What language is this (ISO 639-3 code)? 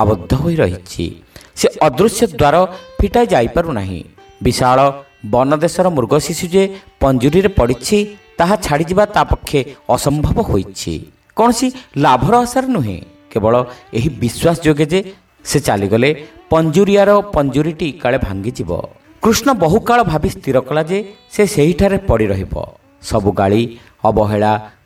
ori